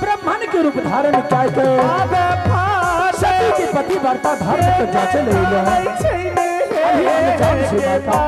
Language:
Angika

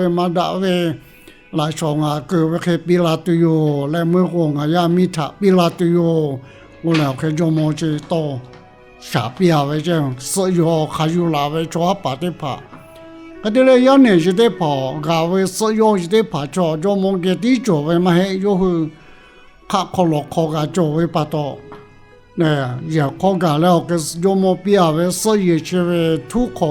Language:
Lahu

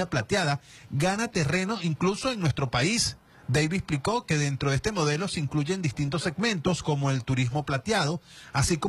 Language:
Spanish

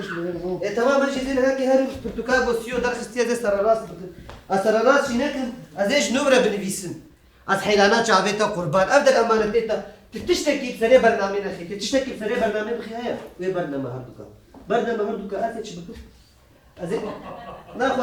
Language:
Kurdish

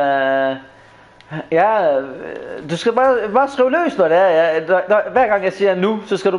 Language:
Danish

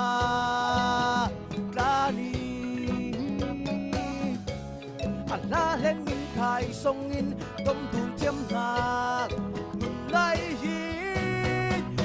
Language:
Falam Chin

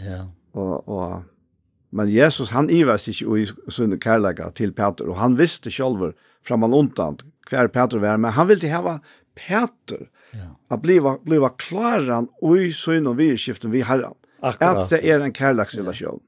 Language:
Faroese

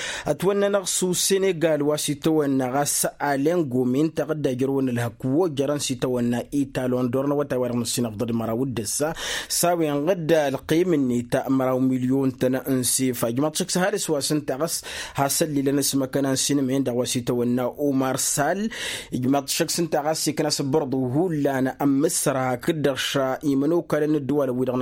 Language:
Tamasheq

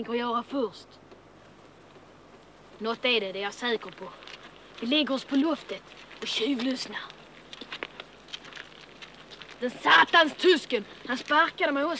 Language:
Swedish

